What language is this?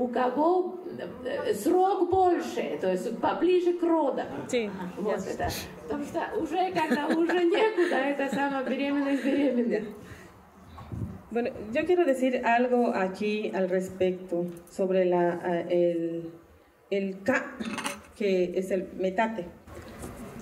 Russian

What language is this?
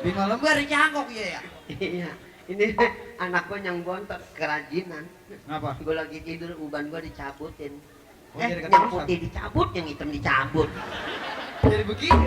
Betawi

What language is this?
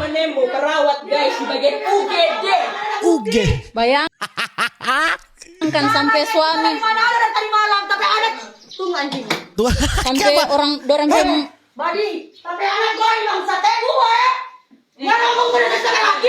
Manado Malay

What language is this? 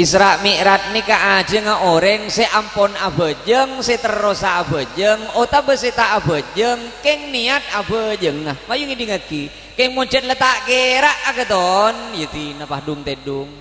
Madurese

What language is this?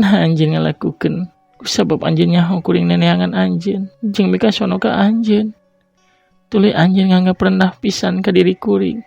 Sundanese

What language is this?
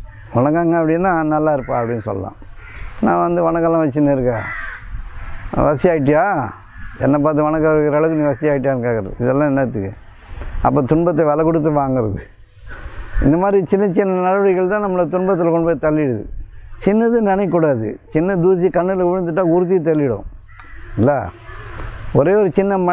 Tamil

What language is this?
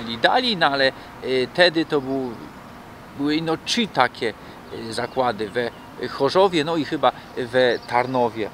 Silesian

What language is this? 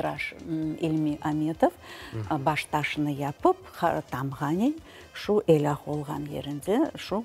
Crimean Tatar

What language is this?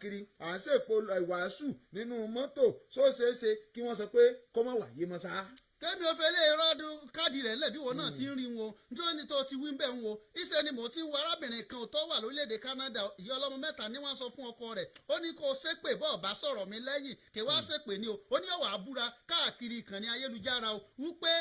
Yoruba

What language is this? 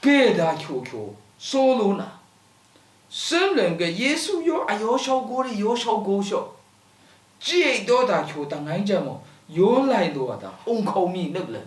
Lashi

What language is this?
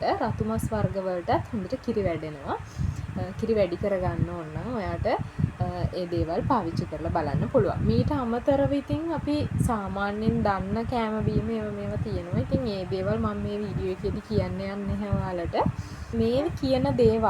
Sinhala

